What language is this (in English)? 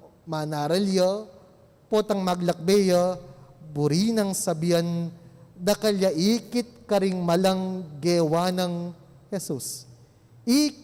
Pampanga